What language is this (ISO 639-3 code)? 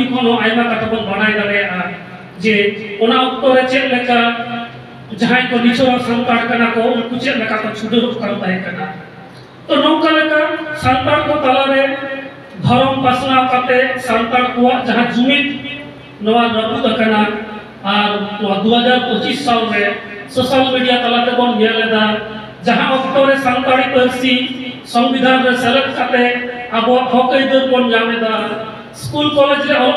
sat